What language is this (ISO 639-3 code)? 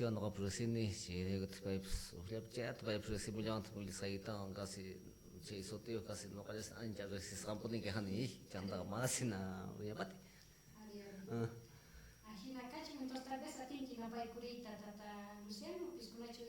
quh